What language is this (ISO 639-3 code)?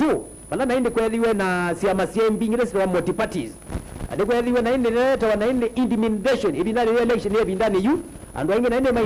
kam